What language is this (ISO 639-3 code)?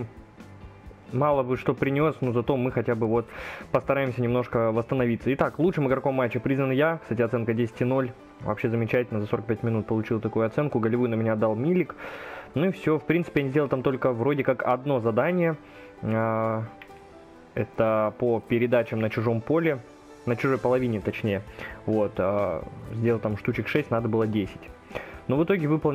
rus